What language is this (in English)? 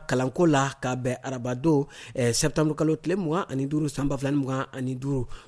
Bambara